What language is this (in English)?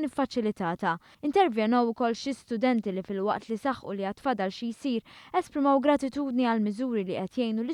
Maltese